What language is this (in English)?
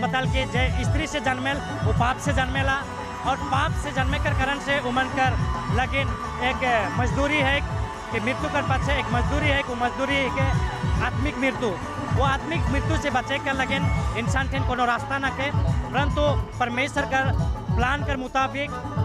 Sadri